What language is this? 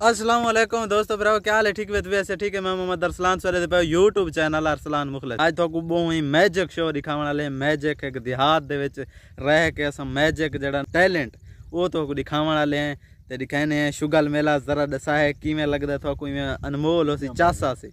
Saraiki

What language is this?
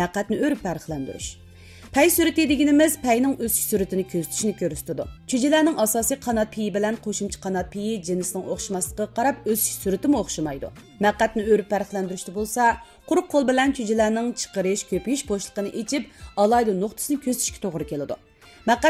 Uyghur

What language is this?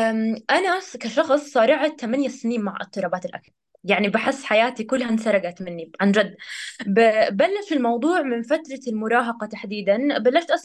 North Levantine Arabic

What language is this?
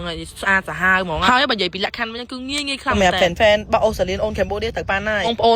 Khmer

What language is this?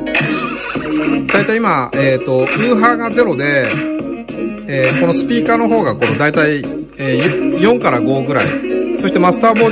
Japanese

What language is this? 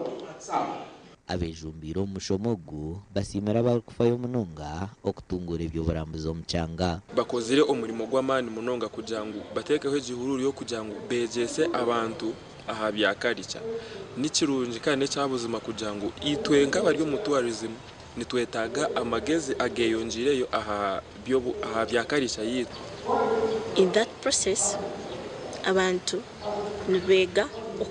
Nyankole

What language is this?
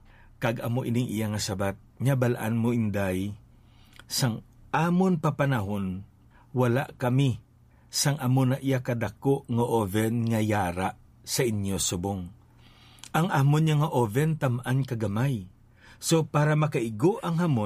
Hiligaynon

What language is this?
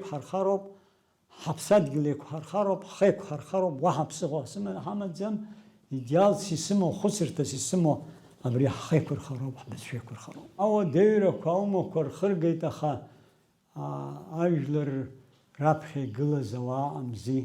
Abkhazian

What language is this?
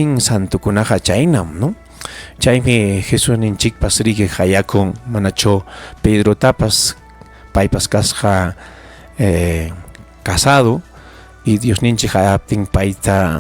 Ayacucho Quechua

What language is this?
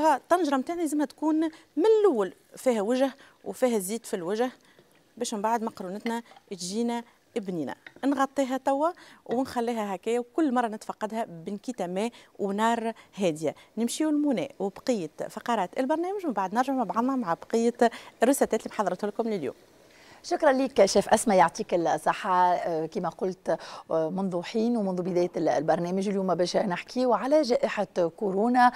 Tunisian Arabic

